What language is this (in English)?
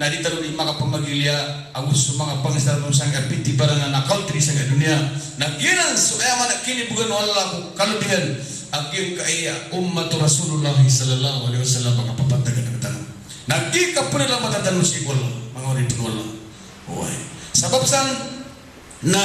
Maranao